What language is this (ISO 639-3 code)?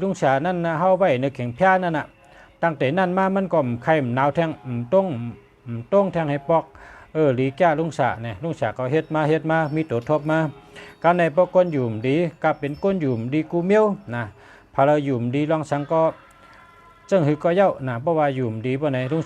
shn